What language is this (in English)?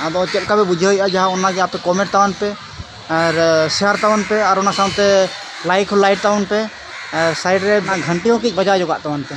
Santali